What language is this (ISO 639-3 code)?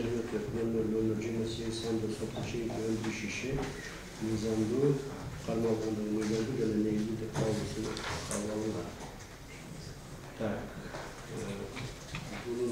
kir